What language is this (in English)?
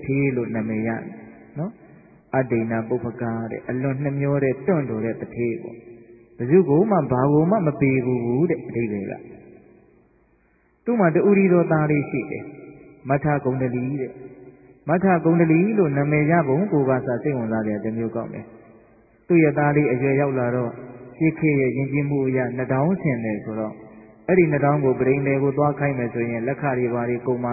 Burmese